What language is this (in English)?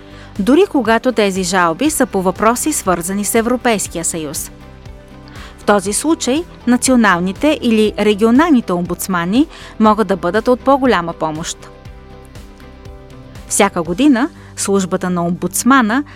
Bulgarian